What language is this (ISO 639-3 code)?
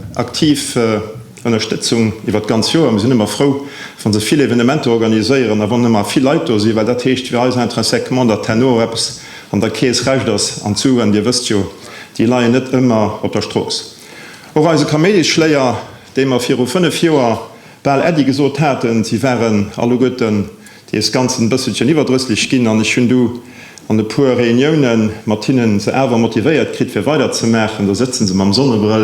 ltz